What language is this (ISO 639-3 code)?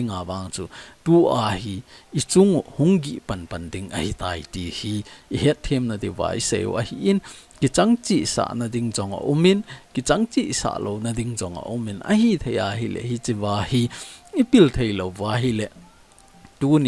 tcz